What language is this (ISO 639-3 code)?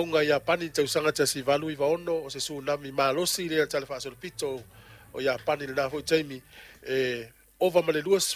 smo